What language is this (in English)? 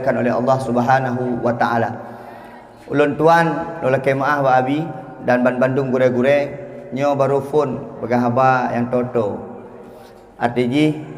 Achinese